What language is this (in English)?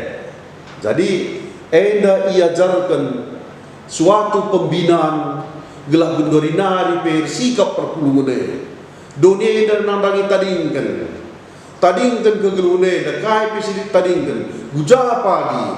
Batak Karo